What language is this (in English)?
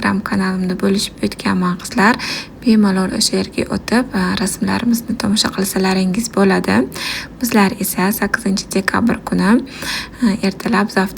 Uzbek